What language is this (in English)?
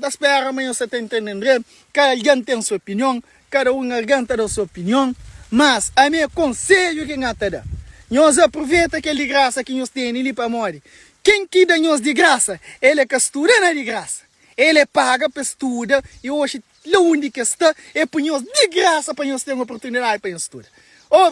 Kabuverdianu